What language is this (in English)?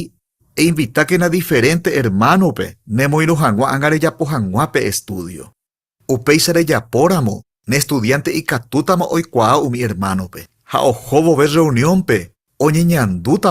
Guarani